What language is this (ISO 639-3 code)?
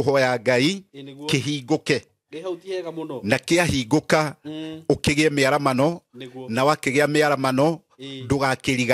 kik